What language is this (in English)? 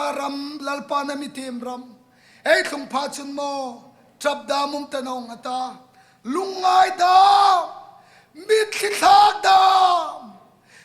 Hmar